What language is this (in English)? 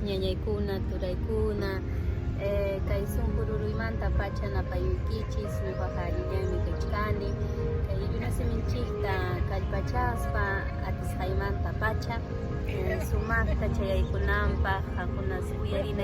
Quechua